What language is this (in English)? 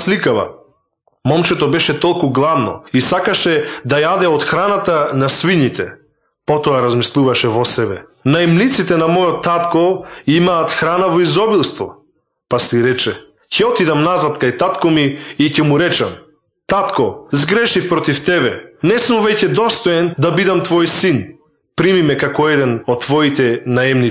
Macedonian